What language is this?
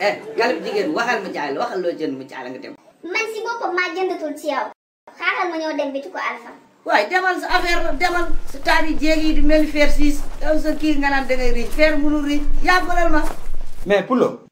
Wolof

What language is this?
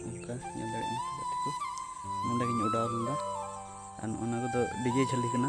Santali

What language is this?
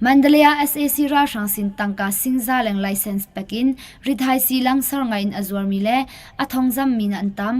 Hakha Chin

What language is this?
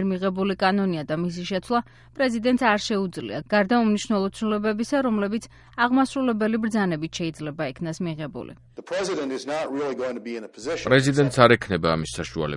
Georgian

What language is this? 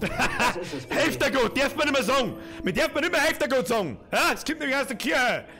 Bavarian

